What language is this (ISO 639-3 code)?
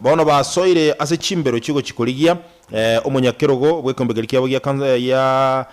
guz